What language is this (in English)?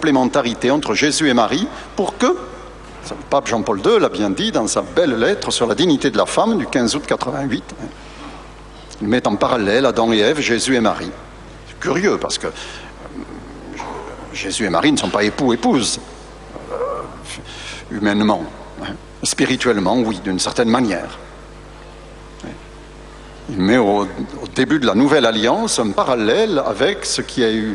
French